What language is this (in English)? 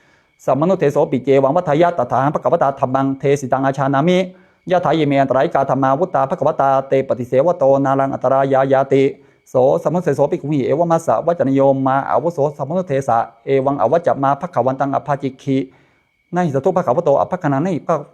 Pali